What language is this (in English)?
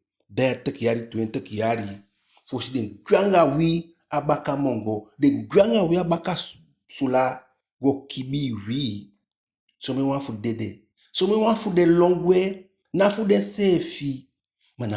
Eastern Maroon Creole